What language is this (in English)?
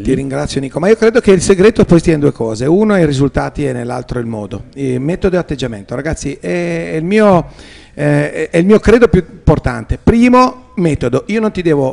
Italian